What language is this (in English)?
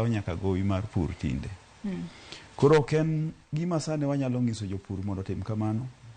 Luo (Kenya and Tanzania)